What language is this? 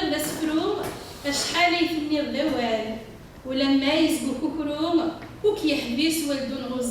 Kabyle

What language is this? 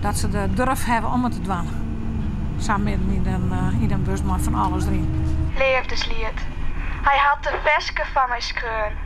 Western Frisian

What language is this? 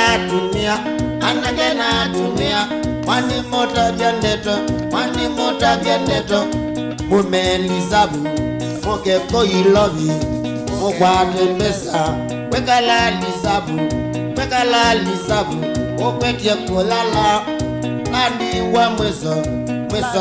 Kamba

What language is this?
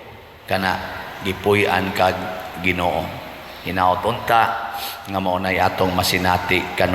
Cebuano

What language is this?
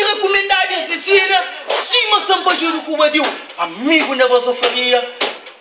Kabuverdianu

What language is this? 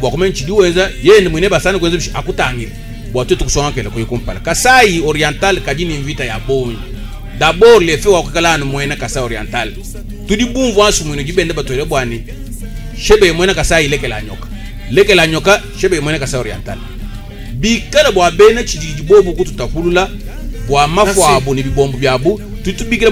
Luba-Lulua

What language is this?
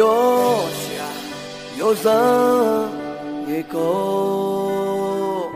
Akha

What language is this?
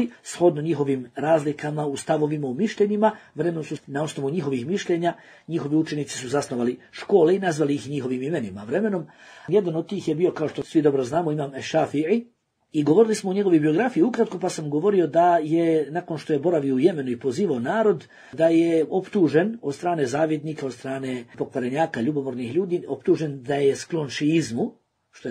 Bosnian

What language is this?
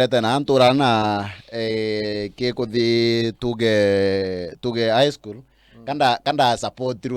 Meru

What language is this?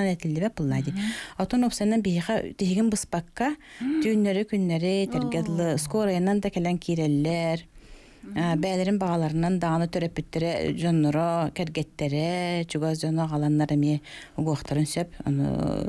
Yakut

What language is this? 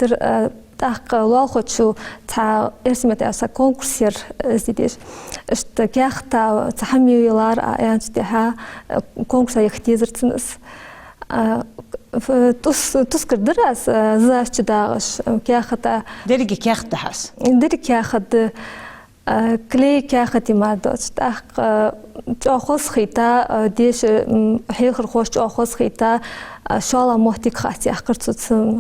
Ingush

